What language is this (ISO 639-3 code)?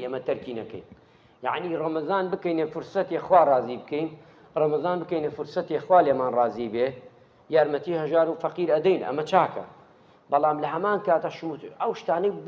ckb